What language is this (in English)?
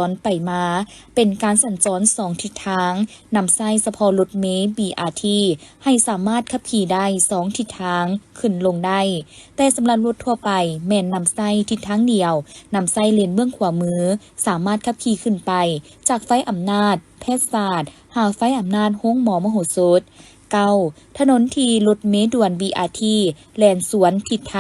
Lao